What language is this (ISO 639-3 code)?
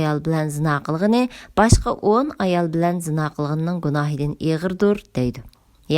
uig